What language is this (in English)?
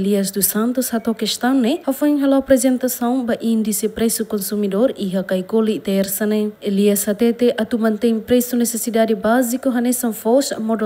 Tetum